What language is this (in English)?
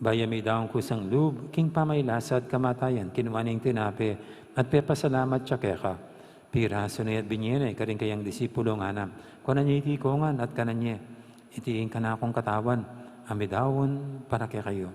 Pampanga